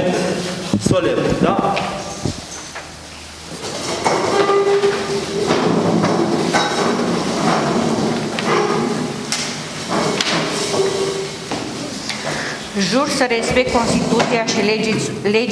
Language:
Romanian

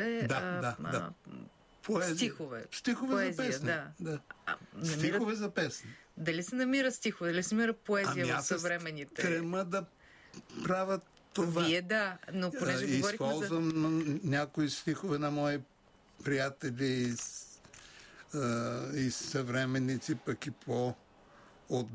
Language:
Bulgarian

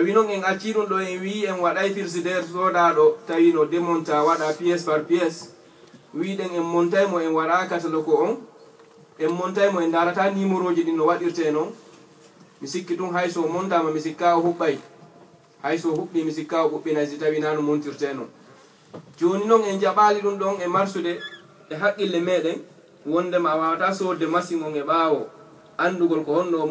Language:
Fula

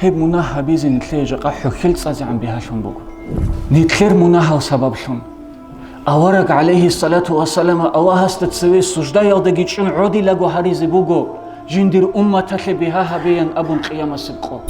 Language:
Avaric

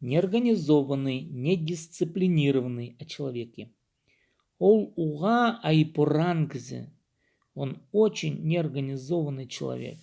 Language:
Khakas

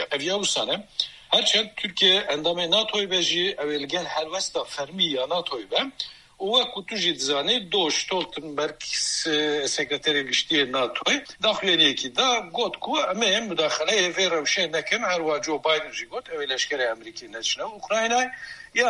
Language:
Kurdish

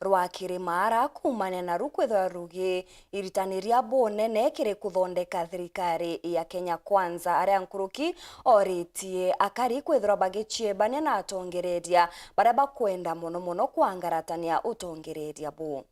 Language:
Meru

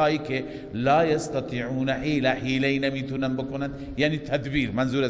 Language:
Persian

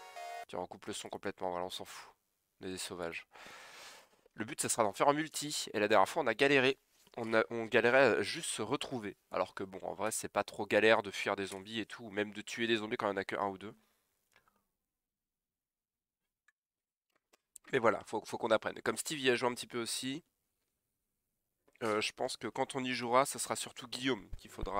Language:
French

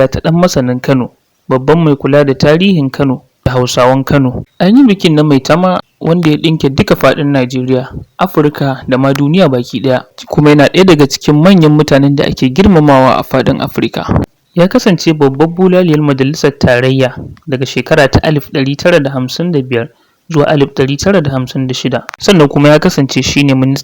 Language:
Hausa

